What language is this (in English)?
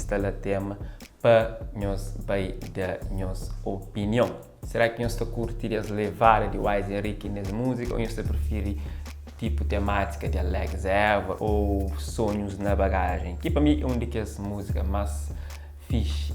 Kabuverdianu